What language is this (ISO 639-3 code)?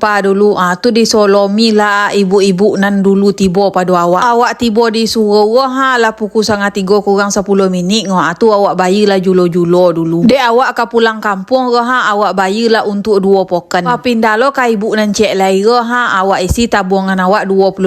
min